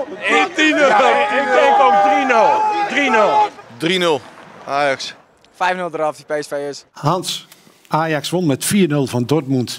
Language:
Dutch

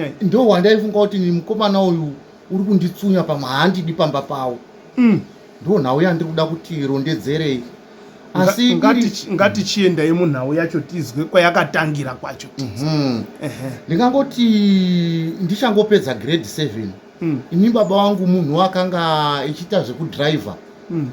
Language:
Shona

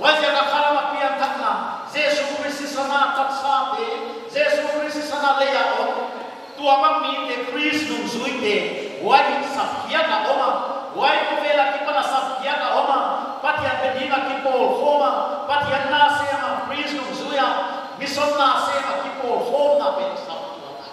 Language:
Paite Chin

